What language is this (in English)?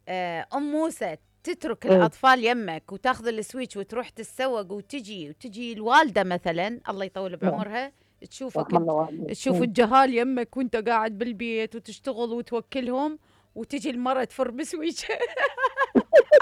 Mesopotamian Arabic